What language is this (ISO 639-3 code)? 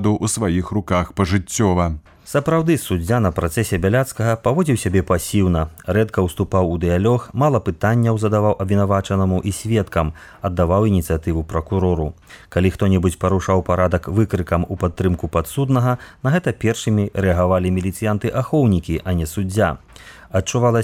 bel